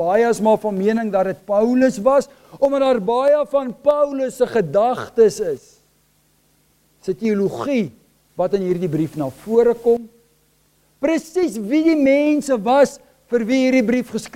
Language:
Afrikaans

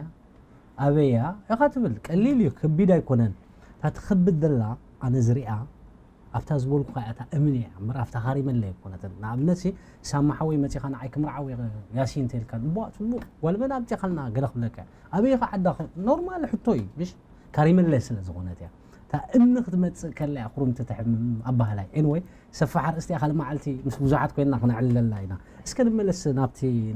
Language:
Tigrinya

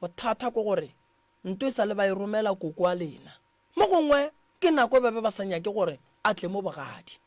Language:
Northern Sotho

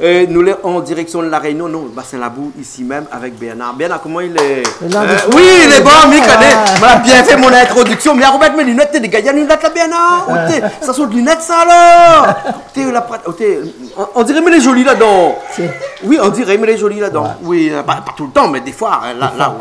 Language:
Réunion Creole French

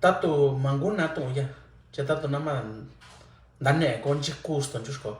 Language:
Mixtepec Mixtec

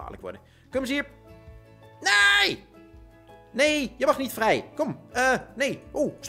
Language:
Dutch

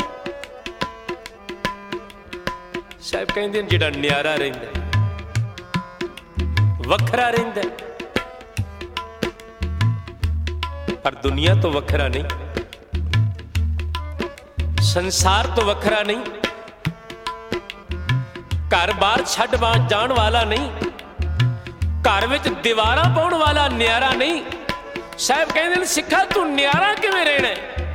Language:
Punjabi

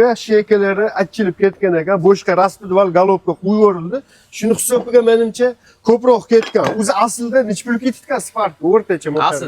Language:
Uzbek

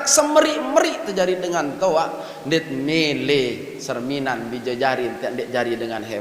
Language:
Sasak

